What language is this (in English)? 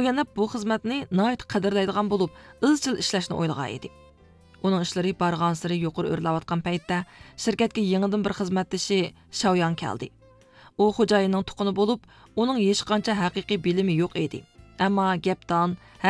Uyghur